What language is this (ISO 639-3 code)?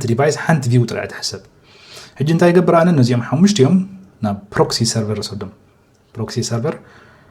tir